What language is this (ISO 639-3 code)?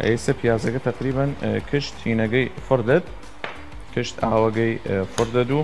sdh